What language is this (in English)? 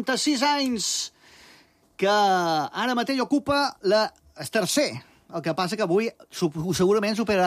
Catalan